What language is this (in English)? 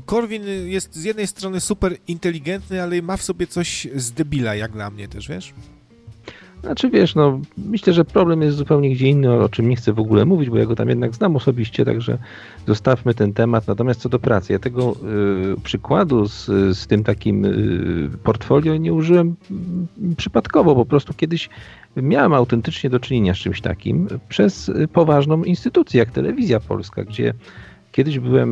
Polish